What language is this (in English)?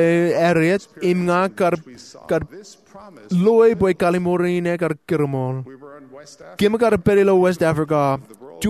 Marshallese